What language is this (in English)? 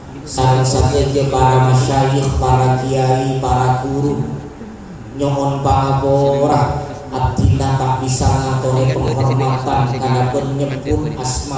Madurese